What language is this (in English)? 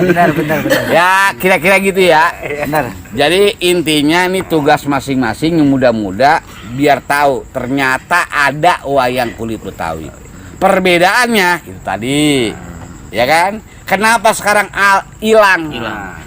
Betawi